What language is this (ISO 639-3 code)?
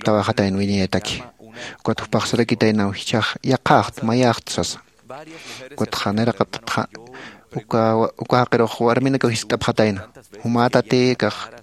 aym